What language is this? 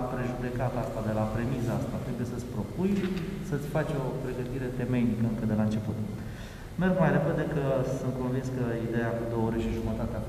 Romanian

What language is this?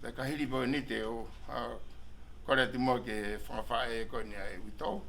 Tongan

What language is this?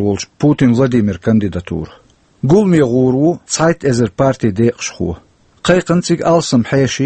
Chechen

